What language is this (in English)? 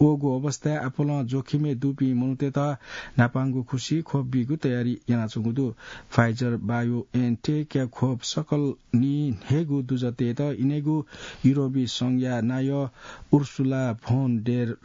Newari